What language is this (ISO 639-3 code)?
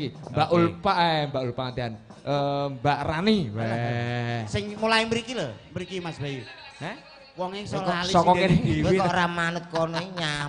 jav